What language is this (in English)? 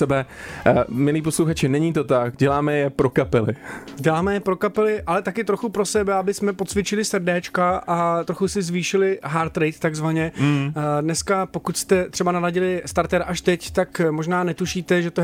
Czech